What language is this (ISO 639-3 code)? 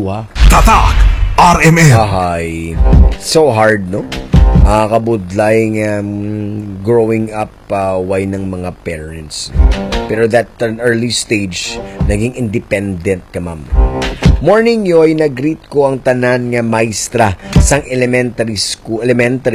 hil